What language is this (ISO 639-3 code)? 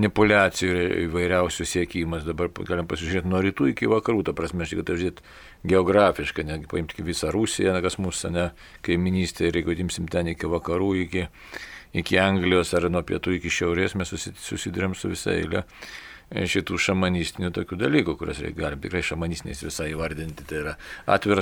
lit